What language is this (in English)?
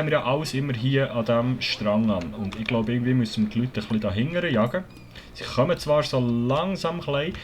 Swiss German